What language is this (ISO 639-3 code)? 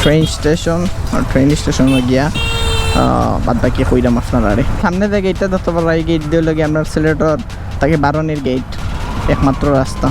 syl